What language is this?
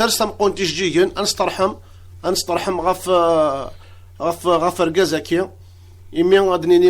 Kabyle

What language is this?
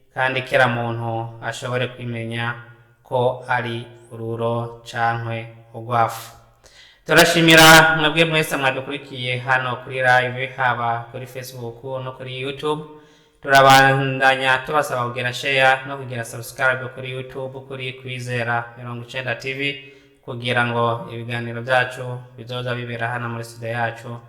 Rundi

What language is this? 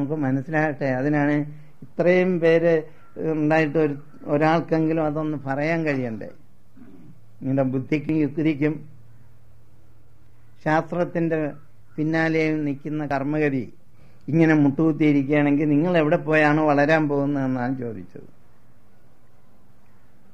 Malayalam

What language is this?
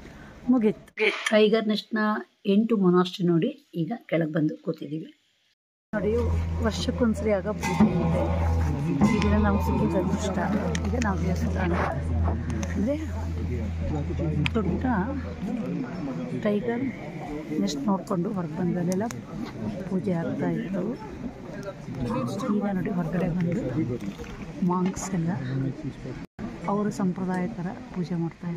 Kannada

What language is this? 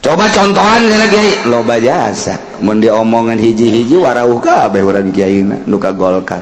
Sundanese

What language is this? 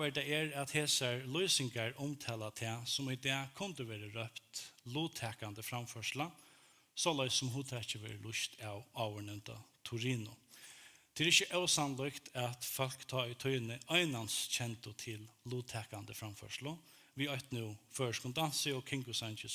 Faroese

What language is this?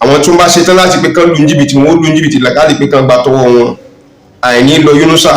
Yoruba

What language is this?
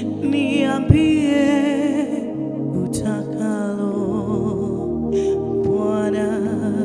Swahili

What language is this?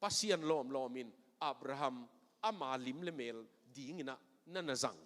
Tedim Chin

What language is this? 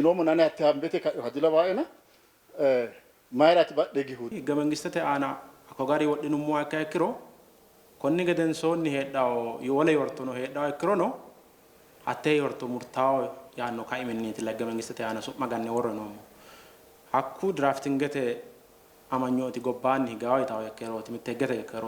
Sidamo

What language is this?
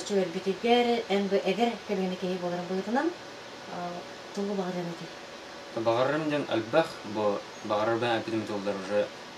Yakut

